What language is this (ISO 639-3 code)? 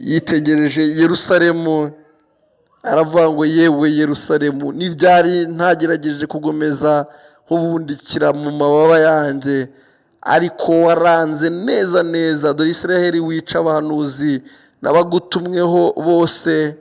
kin